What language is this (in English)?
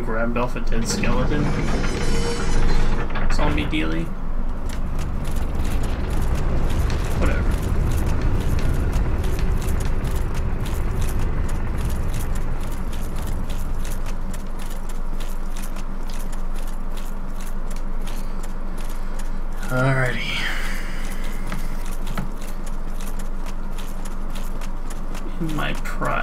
English